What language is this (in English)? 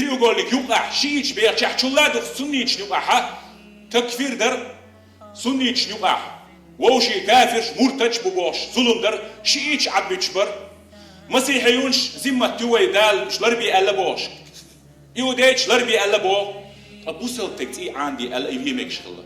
Chechen